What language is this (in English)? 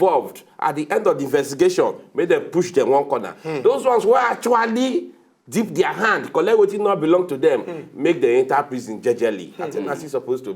Nigerian Pidgin